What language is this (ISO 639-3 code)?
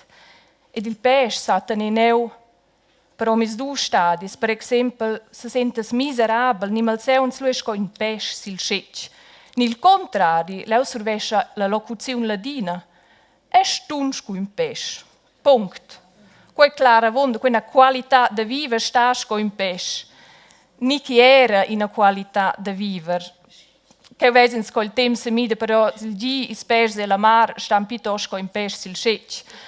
roh